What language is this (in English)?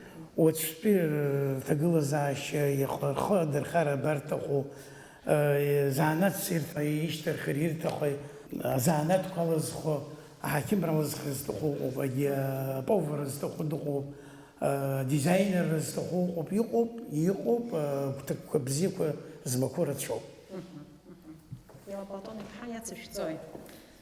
Abkhazian